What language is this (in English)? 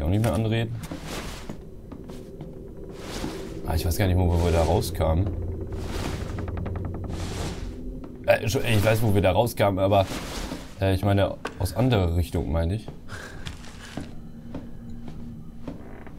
German